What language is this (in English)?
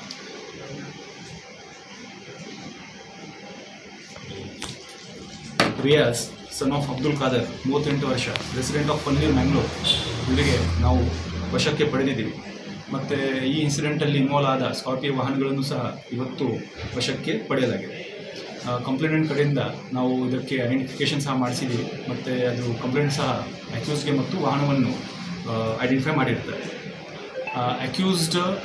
Kannada